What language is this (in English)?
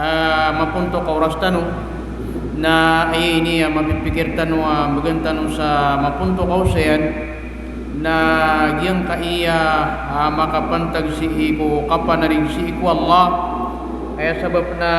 Maranao